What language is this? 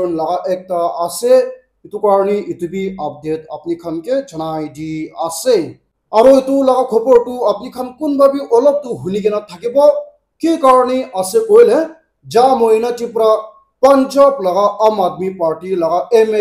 Naga Pidgin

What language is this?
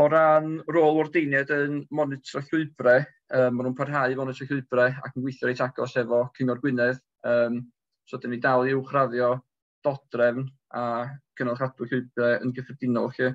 Welsh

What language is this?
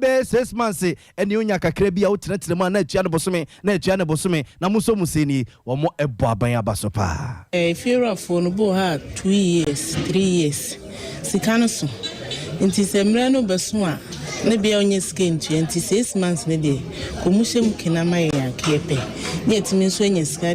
Akan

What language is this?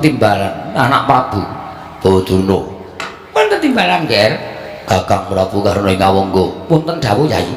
Javanese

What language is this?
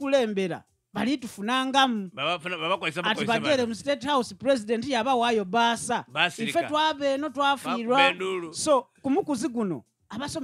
Ganda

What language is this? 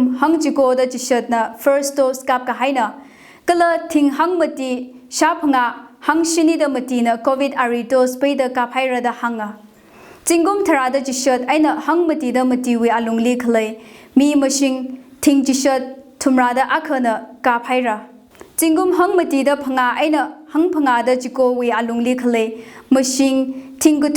Tangkhul Naga (India)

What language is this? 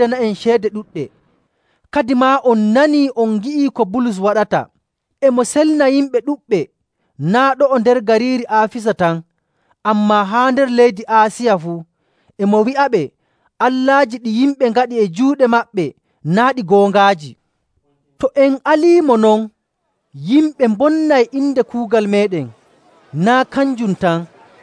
Nigerian Fulfulde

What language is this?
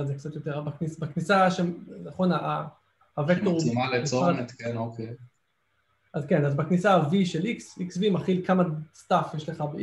Hebrew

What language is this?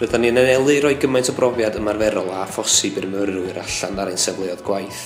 Welsh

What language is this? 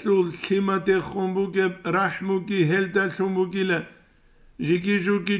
Avaric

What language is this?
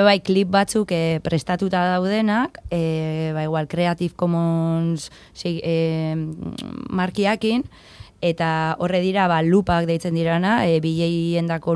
Basque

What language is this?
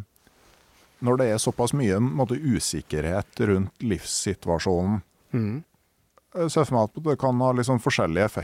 Norwegian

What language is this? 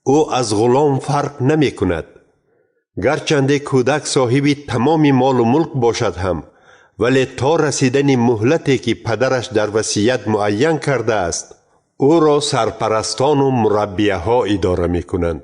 Tajik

